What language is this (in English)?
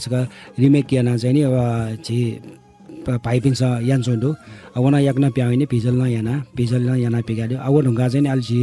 Newari